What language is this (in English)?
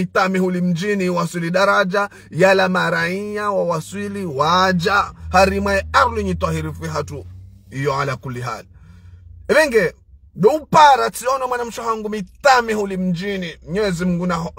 Ngazidja Comorian